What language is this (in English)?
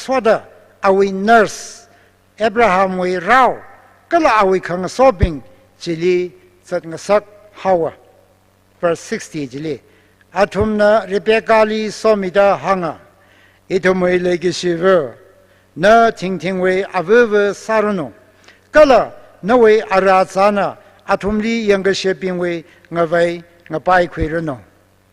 Tangkhul Naga (India)